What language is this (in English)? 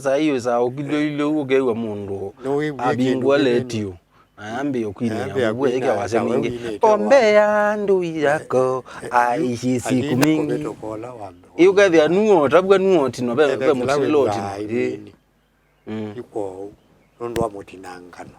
Kamba